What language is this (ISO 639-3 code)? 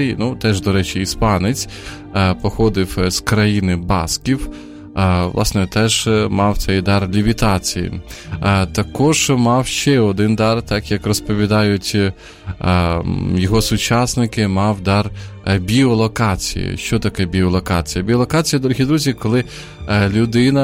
ukr